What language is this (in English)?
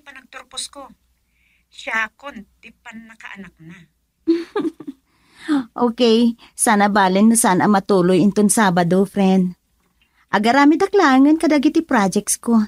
Iloko